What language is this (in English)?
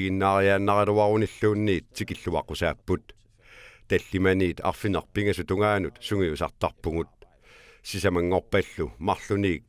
Kalaallisut